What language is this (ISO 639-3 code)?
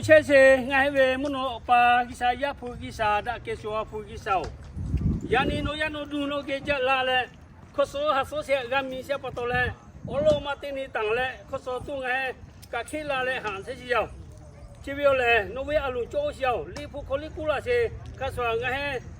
lhu